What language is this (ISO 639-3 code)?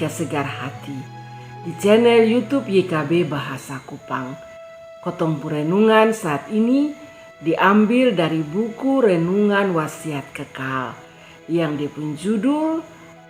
mkn